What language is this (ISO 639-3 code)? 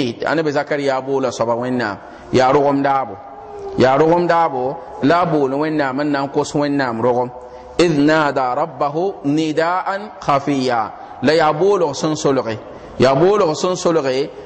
mos